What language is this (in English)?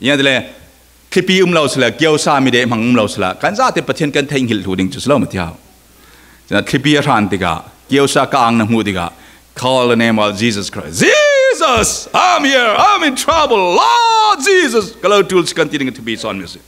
Falam Chin